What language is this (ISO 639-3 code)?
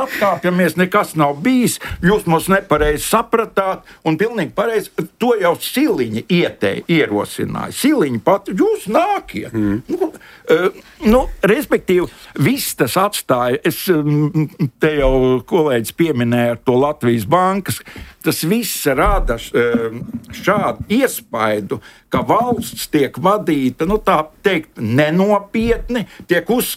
lav